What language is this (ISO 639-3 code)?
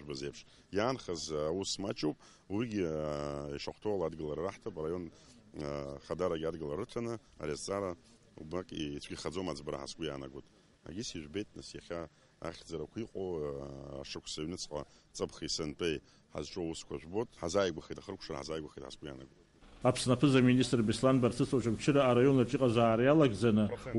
abk